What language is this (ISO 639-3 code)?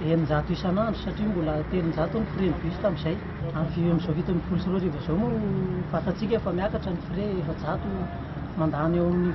mlg